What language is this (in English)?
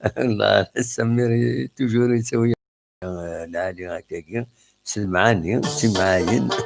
Kabyle